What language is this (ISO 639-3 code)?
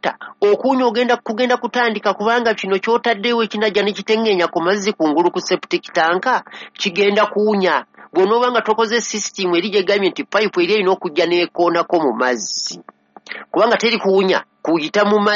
lug